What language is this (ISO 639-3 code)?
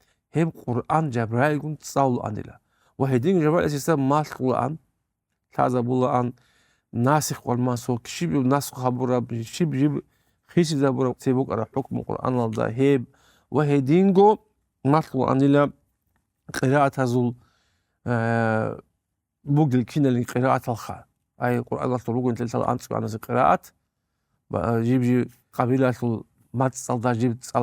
ava